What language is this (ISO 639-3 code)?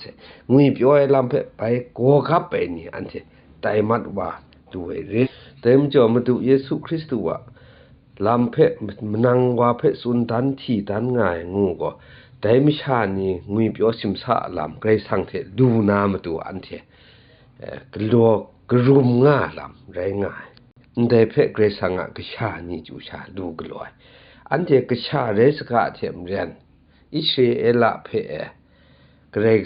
kac